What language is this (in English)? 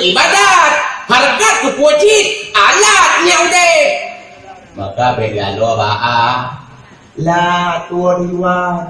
Achinese